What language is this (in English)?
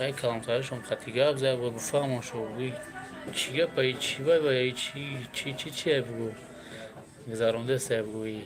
Tajik